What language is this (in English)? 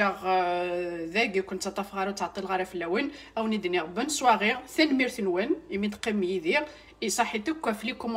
Kabyle